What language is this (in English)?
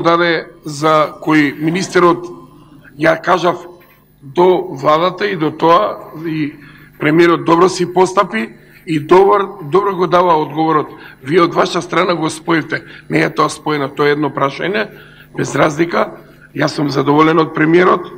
Macedonian